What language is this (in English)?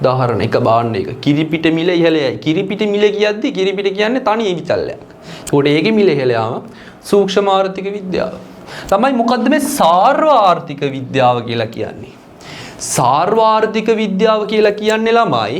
Sinhala